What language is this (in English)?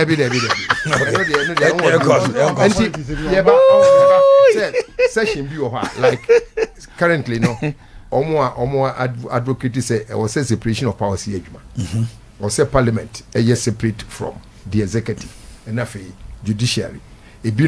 Akan